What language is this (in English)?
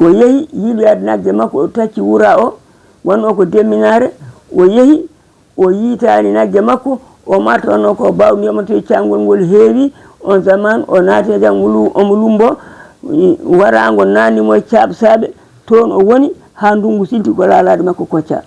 Fula